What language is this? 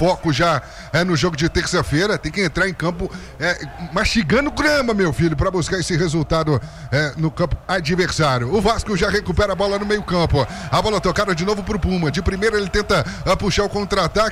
Portuguese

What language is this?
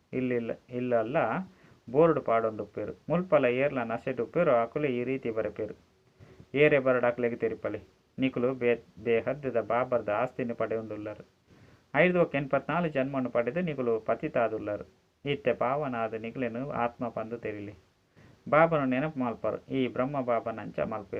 Tulu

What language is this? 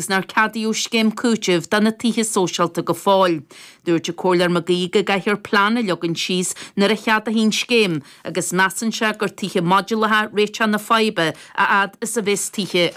Irish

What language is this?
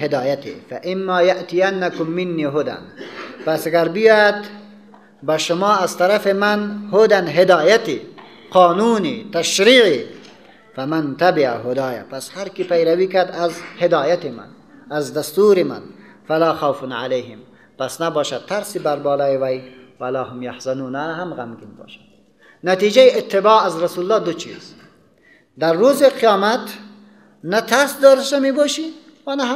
Persian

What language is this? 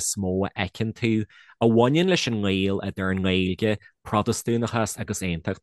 Irish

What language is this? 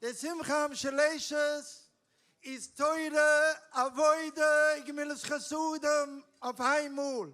Yiddish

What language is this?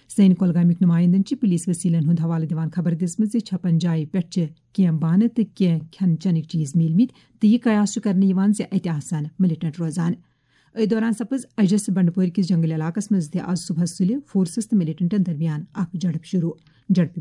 Kashmiri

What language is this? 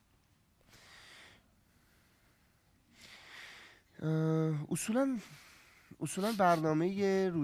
Persian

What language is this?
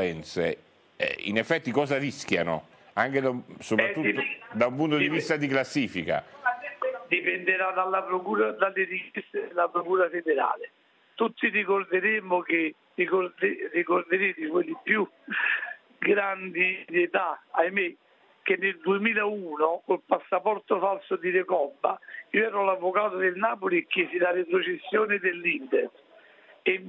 Italian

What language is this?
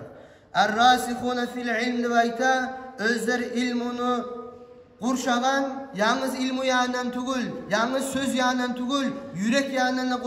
Kumyk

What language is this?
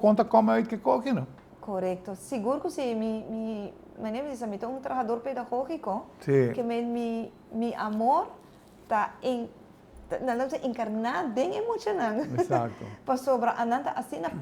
Papiamento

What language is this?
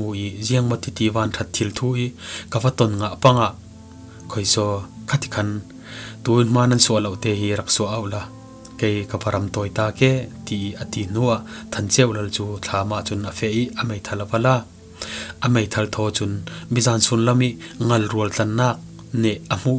Falam Chin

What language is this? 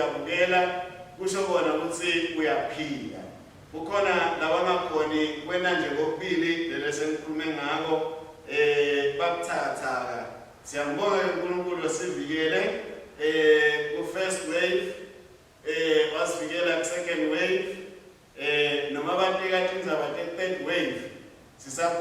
Swati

